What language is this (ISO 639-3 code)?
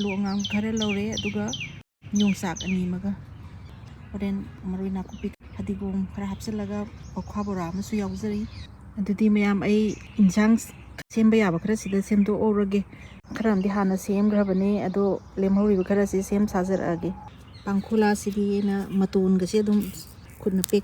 mni